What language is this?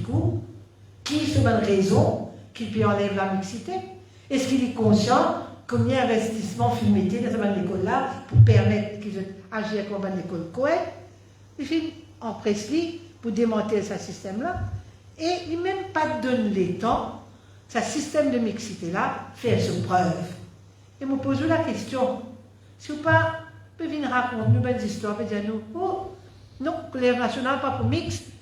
Morisyen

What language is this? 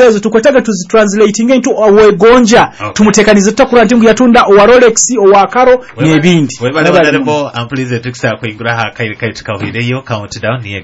Nyoro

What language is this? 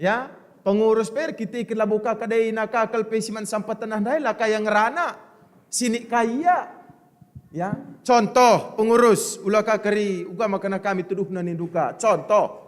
Batak Karo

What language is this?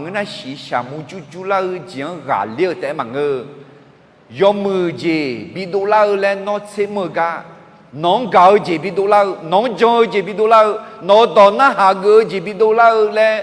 Akha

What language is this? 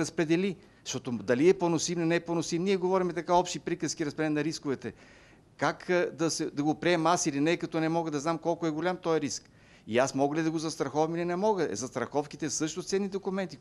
Bulgarian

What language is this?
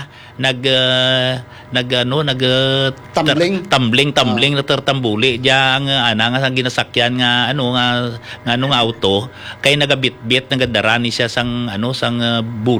Hiligaynon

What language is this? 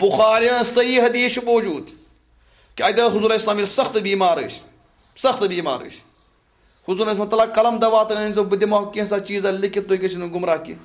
Kashmiri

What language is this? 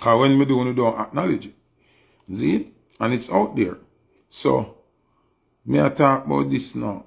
Jamaican Creole English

